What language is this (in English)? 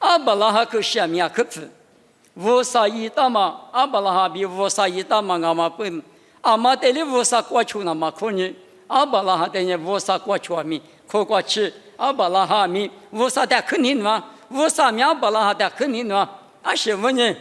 Lisu